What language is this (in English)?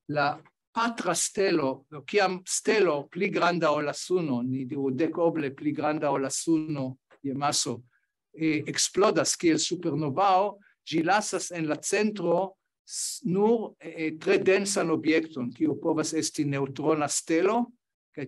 Esperanto